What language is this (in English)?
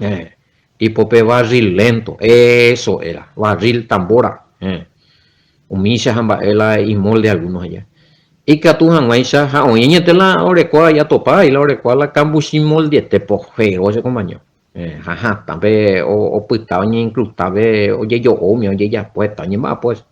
Guarani